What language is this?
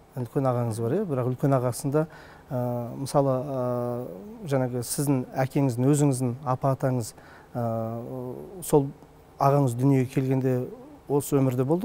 Kazakh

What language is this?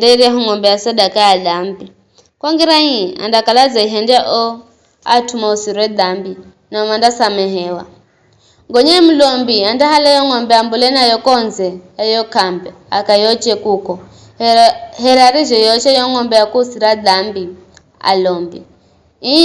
Giryama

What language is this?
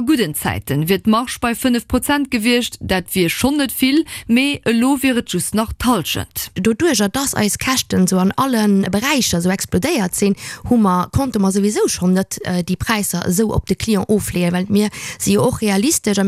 Luxembourgish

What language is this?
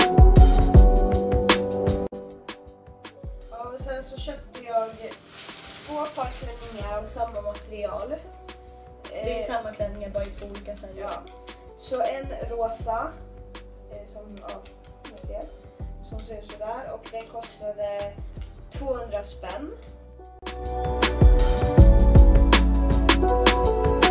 Swedish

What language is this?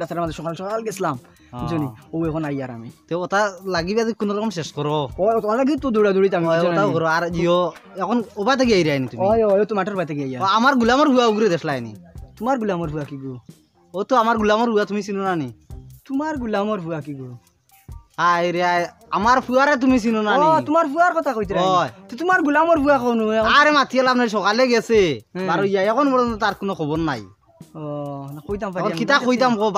Sylheti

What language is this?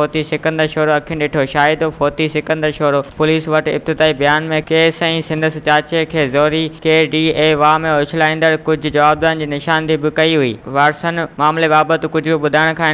Sindhi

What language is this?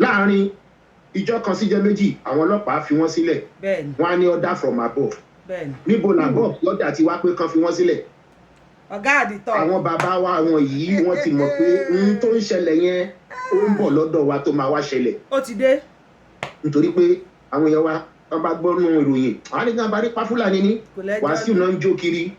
Yoruba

